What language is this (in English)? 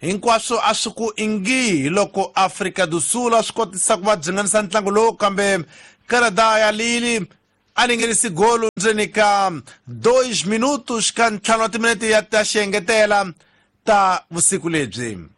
Tsonga